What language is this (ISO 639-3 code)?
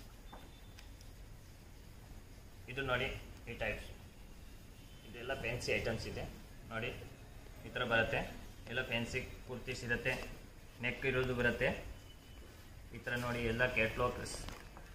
kan